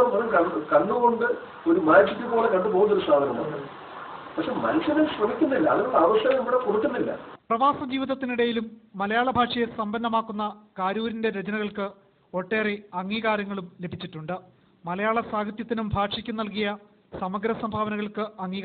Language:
Malayalam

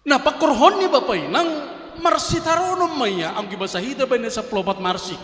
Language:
Batak Simalungun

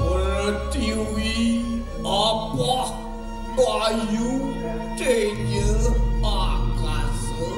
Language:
Balinese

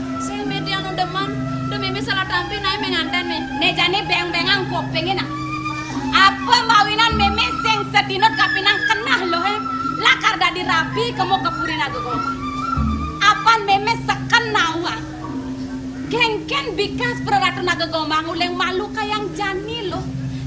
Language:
Balinese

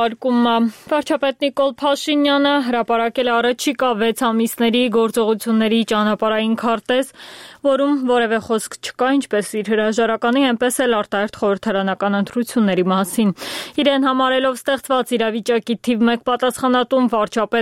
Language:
Armenian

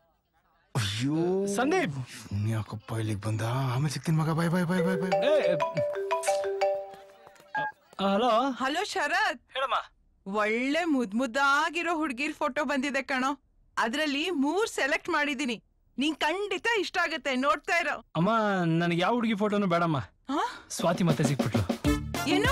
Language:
Kannada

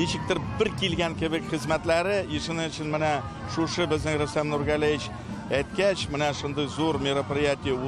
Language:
Tatar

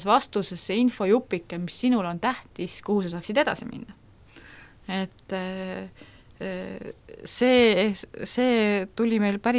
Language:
Estonian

